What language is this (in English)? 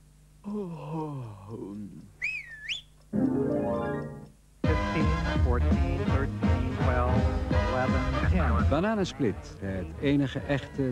Dutch